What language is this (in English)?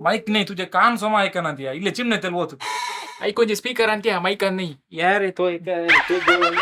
Konkani